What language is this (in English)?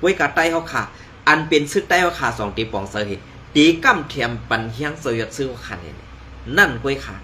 Shan